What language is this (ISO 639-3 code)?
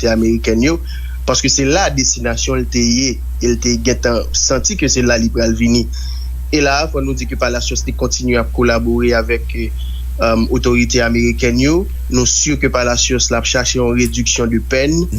hat